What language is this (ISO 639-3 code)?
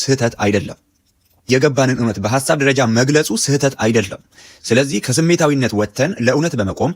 amh